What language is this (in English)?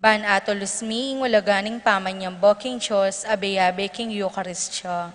Pampanga